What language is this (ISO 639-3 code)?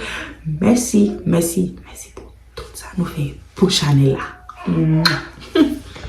hat